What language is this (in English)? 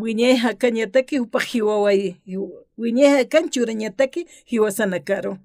Aymara